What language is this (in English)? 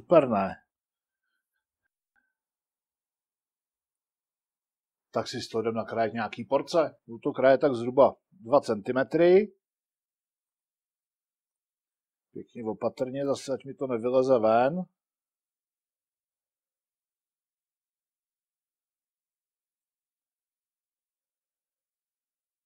Czech